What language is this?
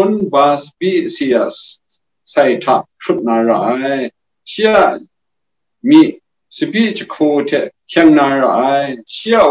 Kachin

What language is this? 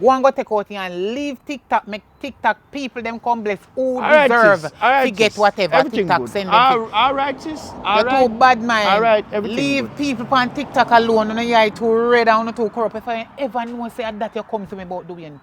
Jamaican Creole English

